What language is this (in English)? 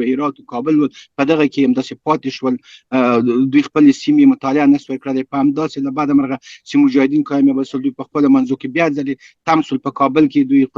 Pashto